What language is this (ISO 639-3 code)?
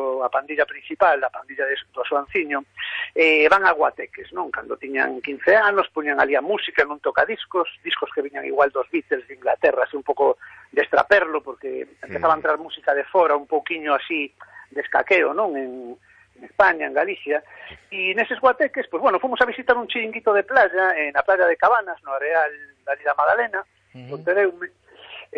glg